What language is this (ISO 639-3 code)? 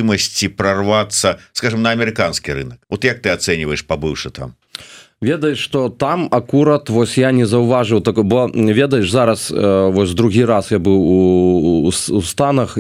bel